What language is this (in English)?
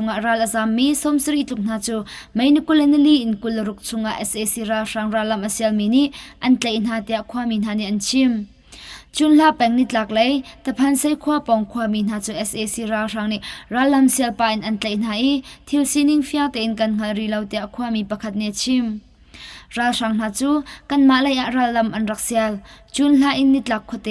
Hakha Chin